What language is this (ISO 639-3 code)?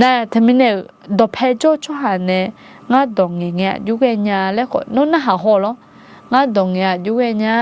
ahk